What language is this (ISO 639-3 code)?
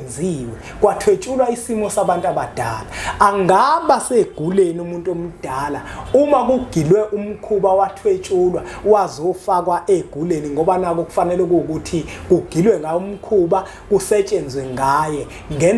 zul